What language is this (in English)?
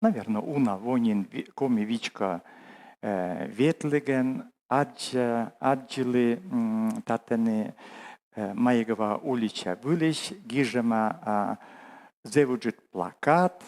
Komi